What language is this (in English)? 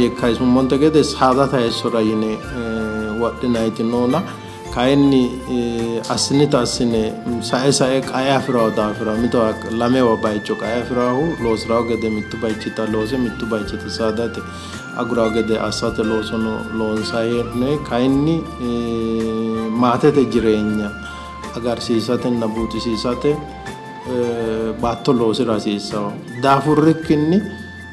Sidamo